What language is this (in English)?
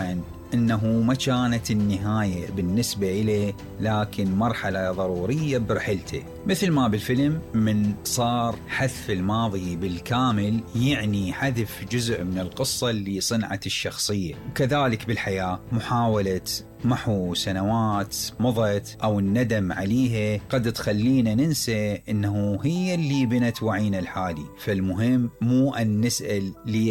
Mesopotamian Arabic